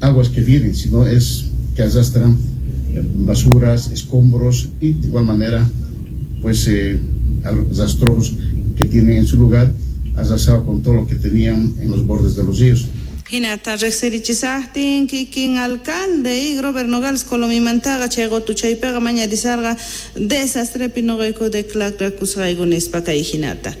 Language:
South Bolivian Quechua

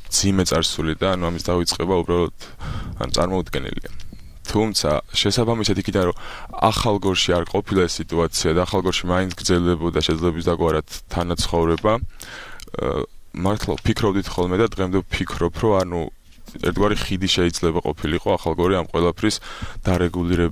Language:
Georgian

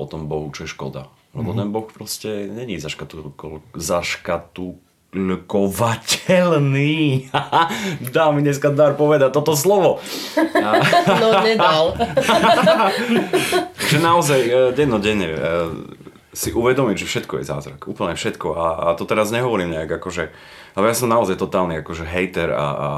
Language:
Slovak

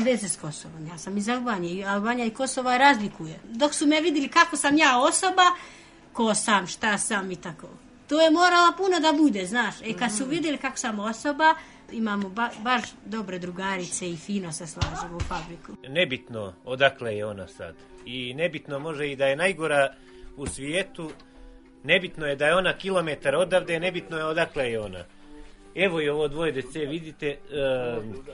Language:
Serbian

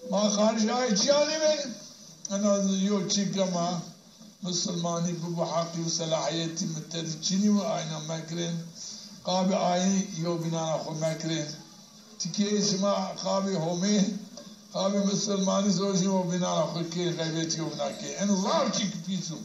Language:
Zaza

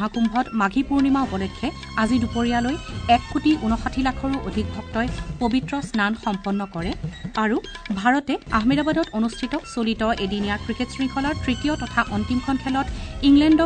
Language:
Assamese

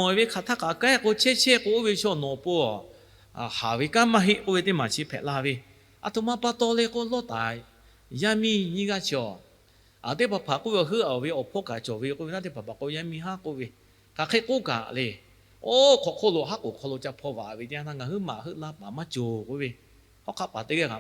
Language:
Lahu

